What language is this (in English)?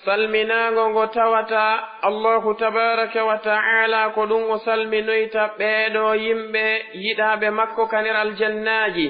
Pular